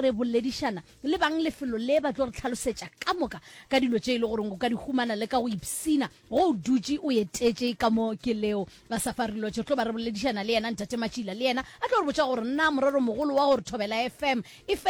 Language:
Northern Sotho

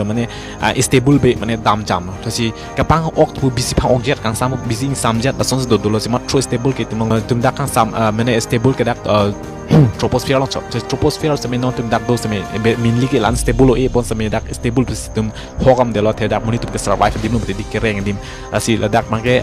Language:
Karbi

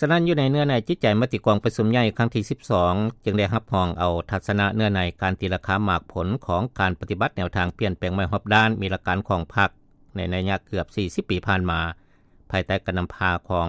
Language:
Lao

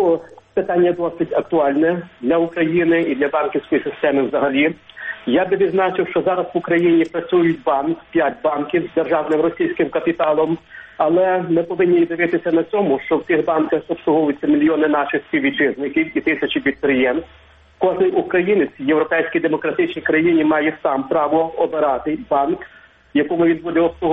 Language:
Ukrainian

